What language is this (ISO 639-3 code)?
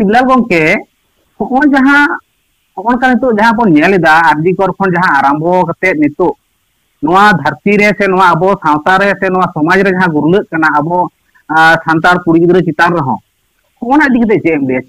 sat